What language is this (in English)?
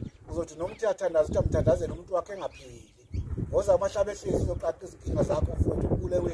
Zulu